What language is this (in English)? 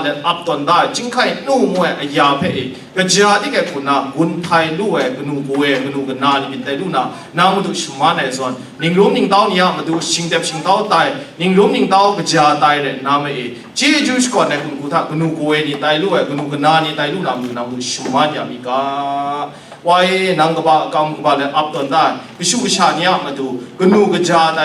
Kachin